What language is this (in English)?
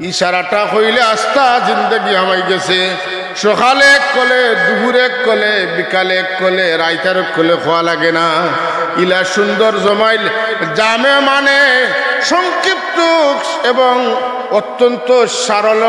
Sylheti